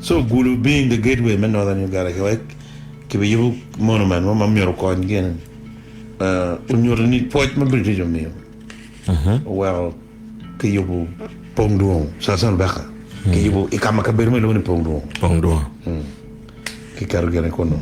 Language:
Acoli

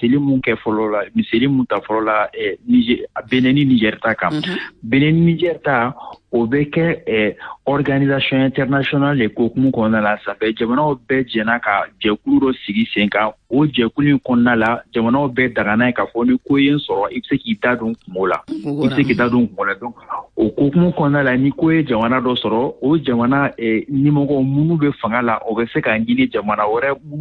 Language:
Bambara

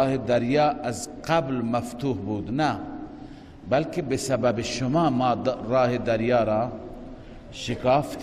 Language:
Persian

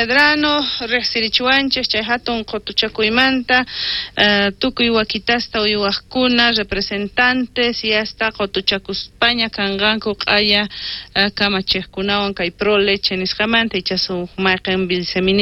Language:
South Bolivian Quechua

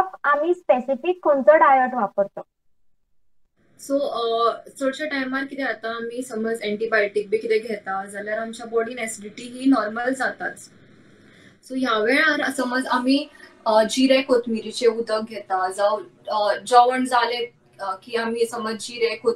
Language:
Konkani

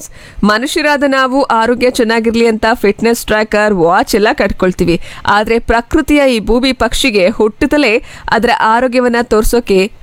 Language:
Kannada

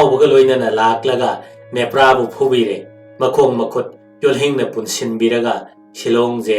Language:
Manipuri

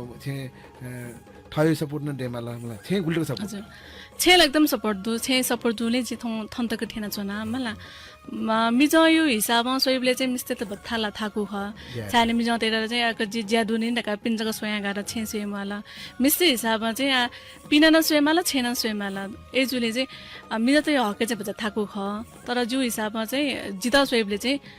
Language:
Newari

